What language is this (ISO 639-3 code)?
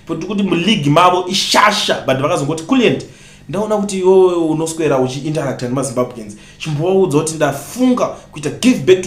sna